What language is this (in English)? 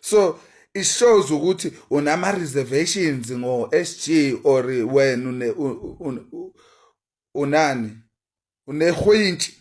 Zulu